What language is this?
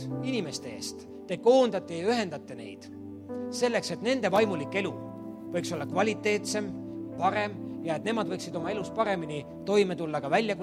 Estonian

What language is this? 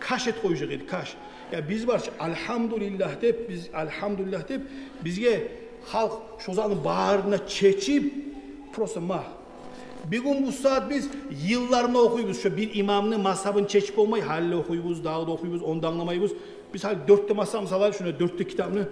Kumyk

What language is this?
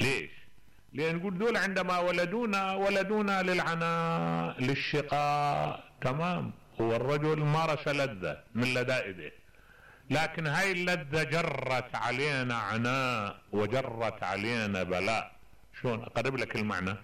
Mesopotamian Arabic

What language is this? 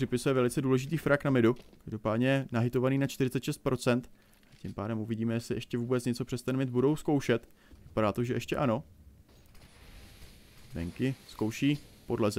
Czech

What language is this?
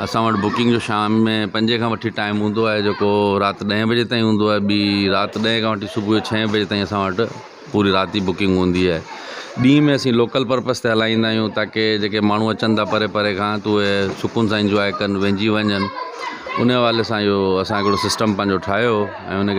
Sindhi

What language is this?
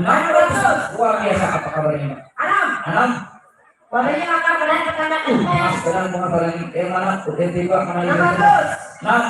Banjar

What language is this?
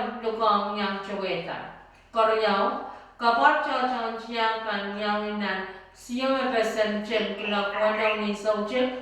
Pohnpeian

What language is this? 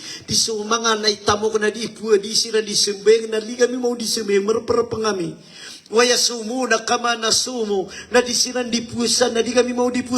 Maranao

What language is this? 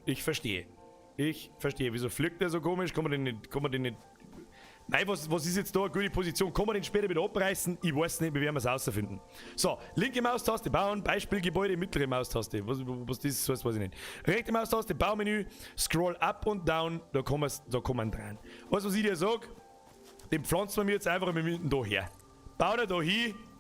Bavarian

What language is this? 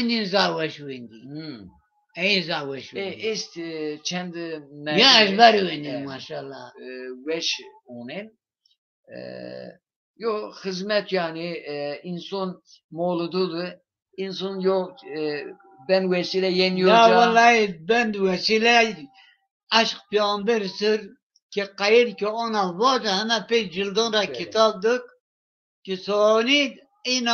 Zaza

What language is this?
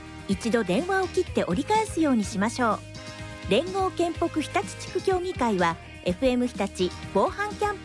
Japanese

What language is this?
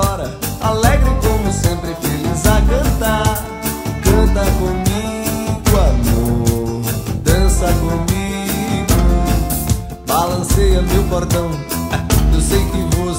Portuguese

